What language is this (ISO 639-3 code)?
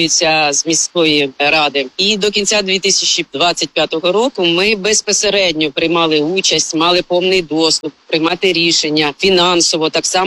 ukr